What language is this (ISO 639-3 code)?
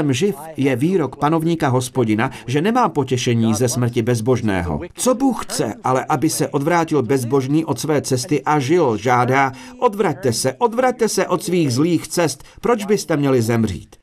ces